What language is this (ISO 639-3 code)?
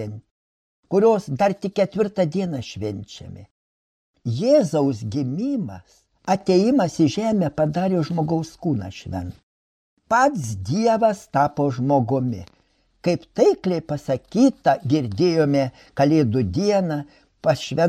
lit